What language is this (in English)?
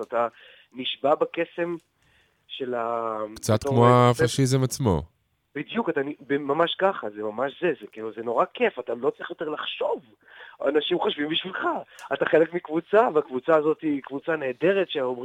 Hebrew